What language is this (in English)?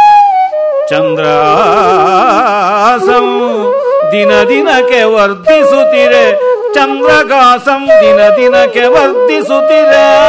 Kannada